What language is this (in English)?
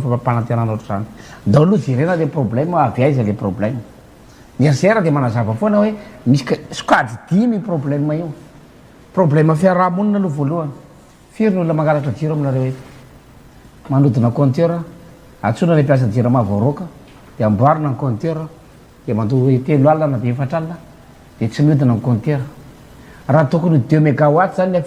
Malagasy